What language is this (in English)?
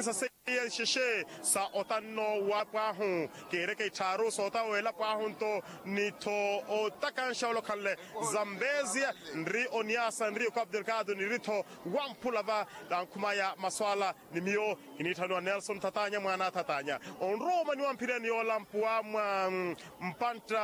Makhuwa